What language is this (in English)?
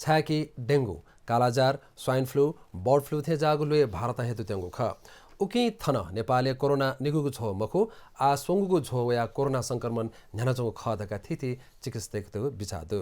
Newari